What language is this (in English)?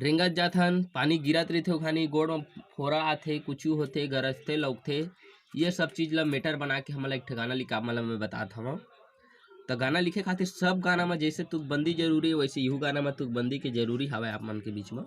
Chhattisgarhi